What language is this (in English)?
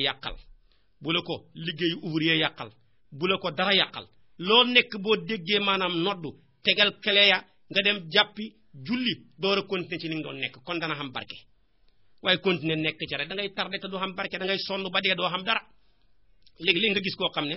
Wolof